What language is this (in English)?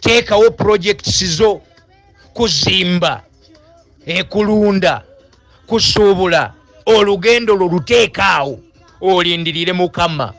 Ganda